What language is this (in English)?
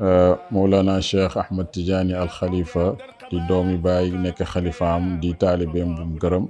Wolof